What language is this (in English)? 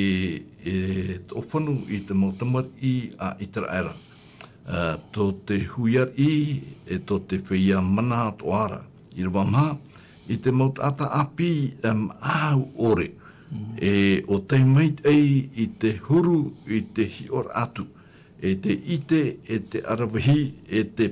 Tahitian